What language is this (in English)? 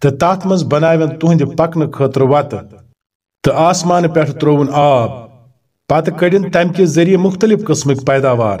Kashmiri